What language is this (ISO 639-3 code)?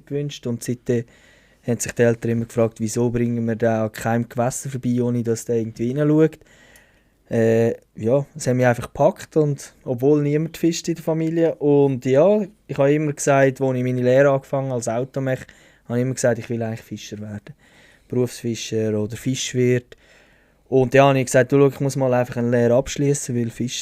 gsw